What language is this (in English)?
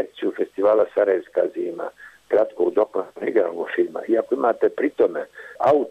Bosnian